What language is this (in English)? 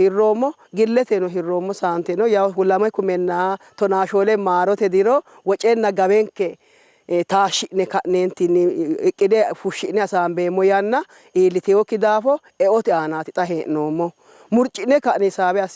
Sidamo